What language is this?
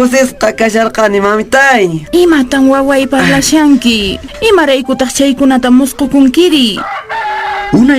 Quechua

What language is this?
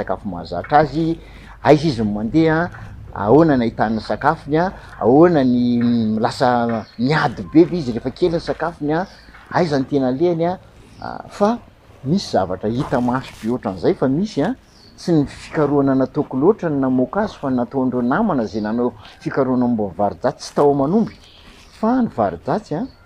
Malagasy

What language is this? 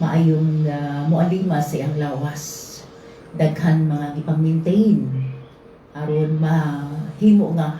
Cebuano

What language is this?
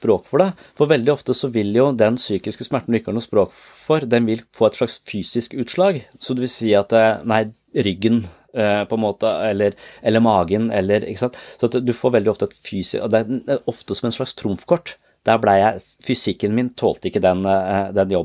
Norwegian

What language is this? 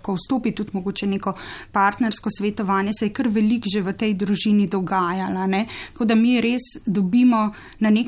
Slovenian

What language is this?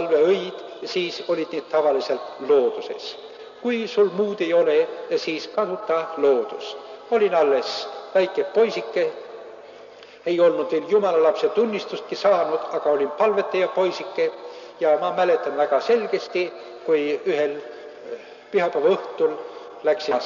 Estonian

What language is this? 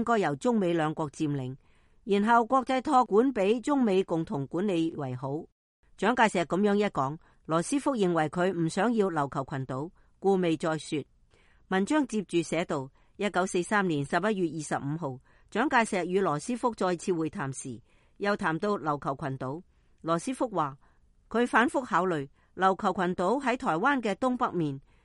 Cantonese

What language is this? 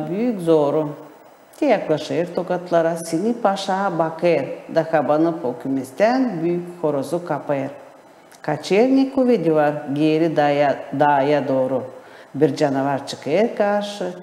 Gagauz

